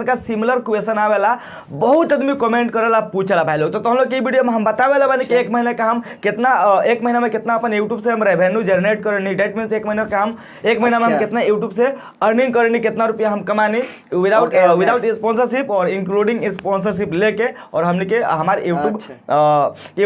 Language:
Bhojpuri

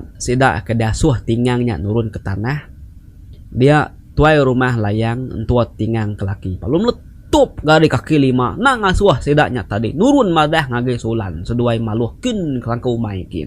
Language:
Iban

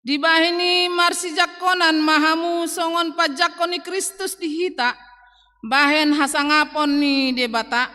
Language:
Batak Toba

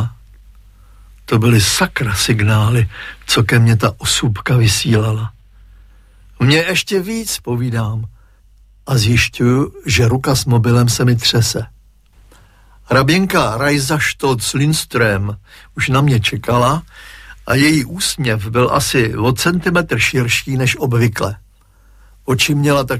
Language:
Czech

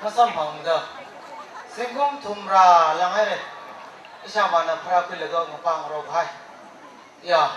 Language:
Tangkhul Naga (India)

